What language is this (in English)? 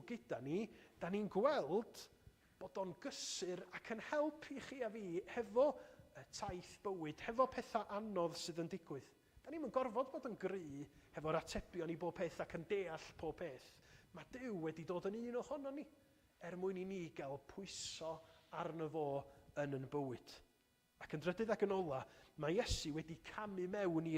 Welsh